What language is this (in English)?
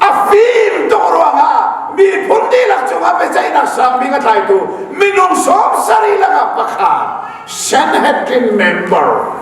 Hakha Chin